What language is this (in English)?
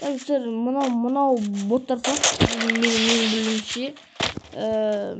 Kazakh